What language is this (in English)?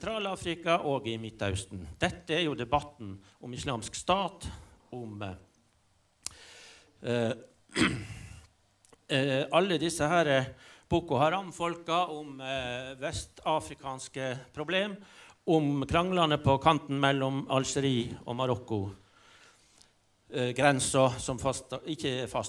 Norwegian